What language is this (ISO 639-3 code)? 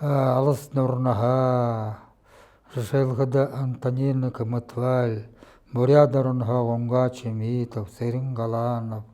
bua